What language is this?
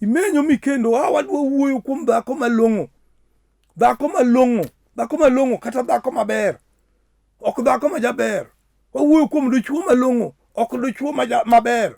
Luo (Kenya and Tanzania)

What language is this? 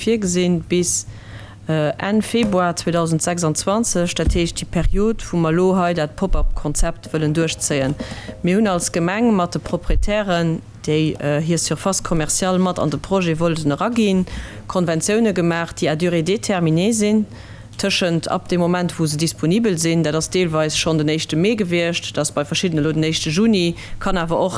Luxembourgish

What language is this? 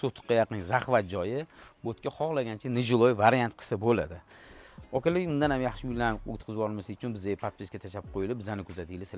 Uzbek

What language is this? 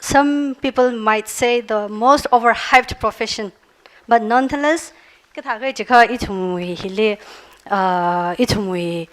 Tangkhul Naga (India)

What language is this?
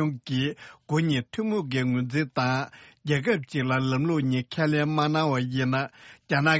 Tibetan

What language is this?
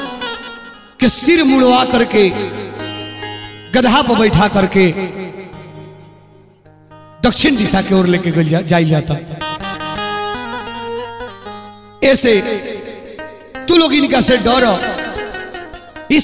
Bhojpuri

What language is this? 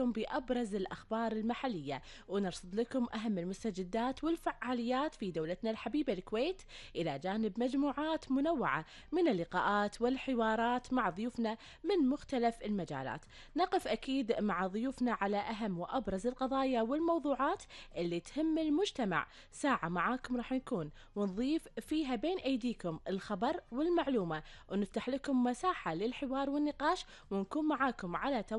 Gulf Arabic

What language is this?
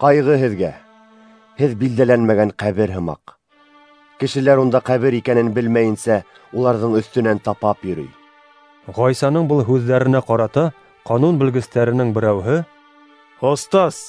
Bashkir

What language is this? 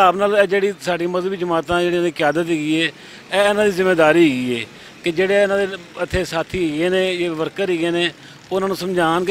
Western Panjabi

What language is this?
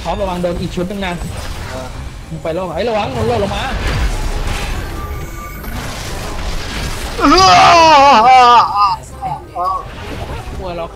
Thai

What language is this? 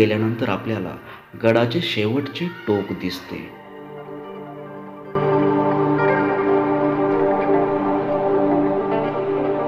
Marathi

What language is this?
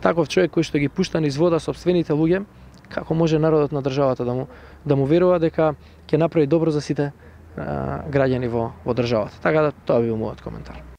Macedonian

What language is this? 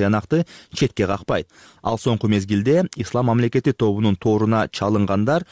Kyrgyz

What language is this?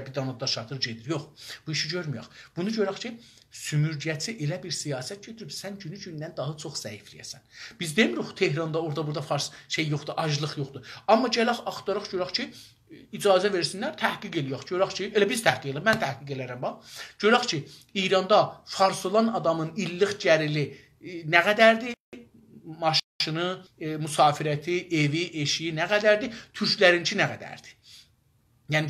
South Azerbaijani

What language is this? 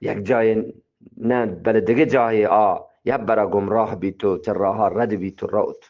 Eastern Balochi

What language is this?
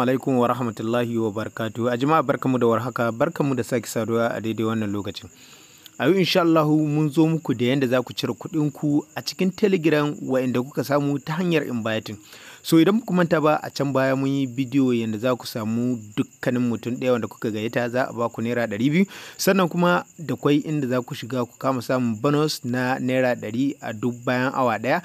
Hausa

